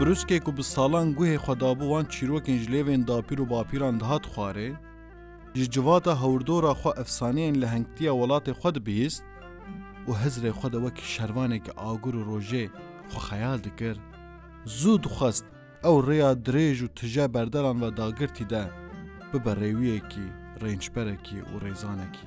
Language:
Kurdish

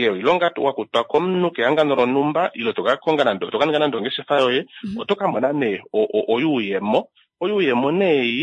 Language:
Kuanyama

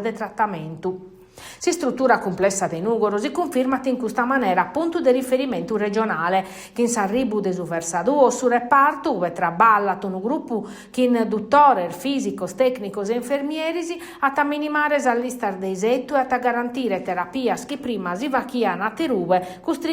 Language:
Sardinian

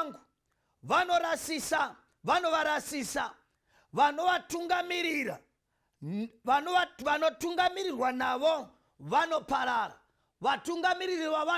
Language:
Shona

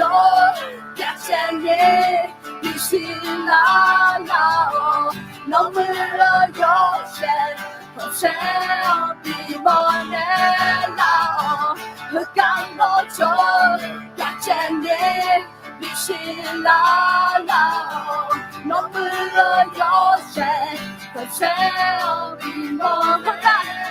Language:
Akha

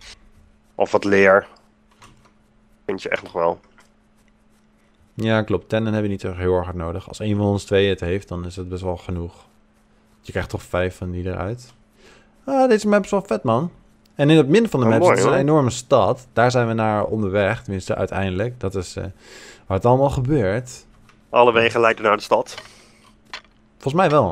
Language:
Dutch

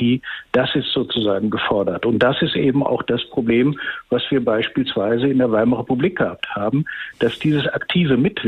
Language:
German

